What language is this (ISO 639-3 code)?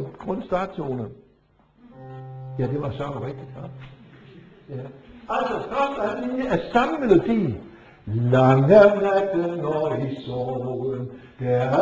dan